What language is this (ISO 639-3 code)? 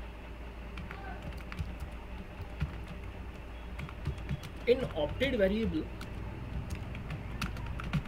hin